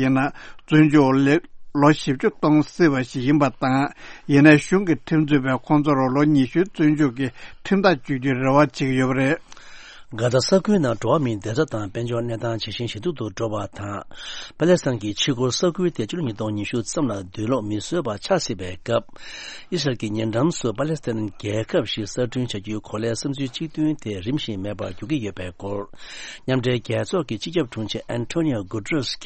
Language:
Tibetan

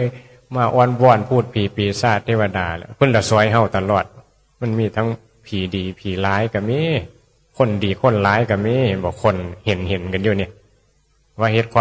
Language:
Northeastern Thai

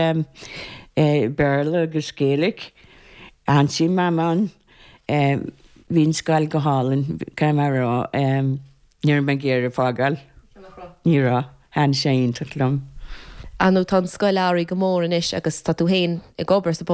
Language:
Irish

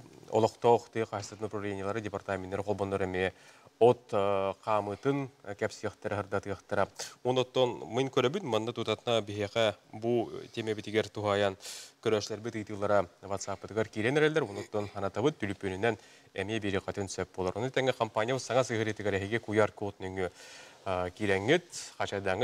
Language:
Yakut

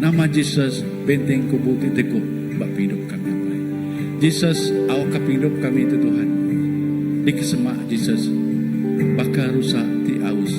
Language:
Iban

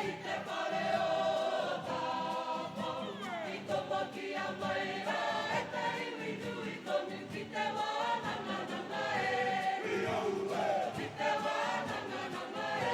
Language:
Māori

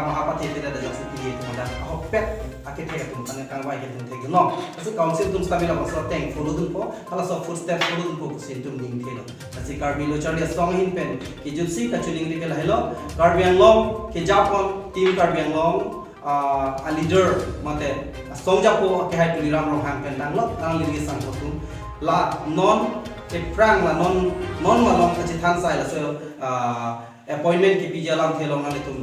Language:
Karbi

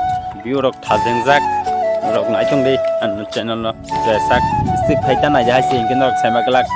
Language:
Kok Borok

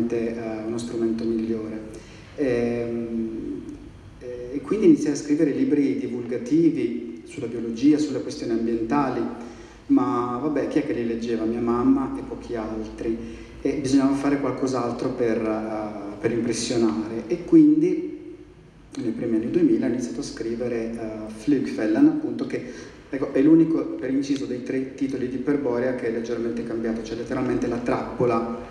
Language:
Italian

